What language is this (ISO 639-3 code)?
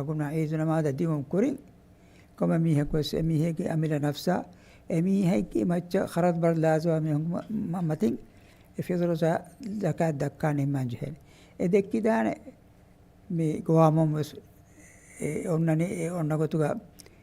div